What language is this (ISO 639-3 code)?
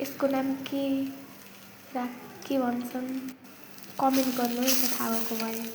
nep